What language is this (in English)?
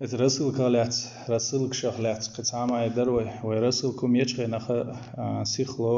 Chechen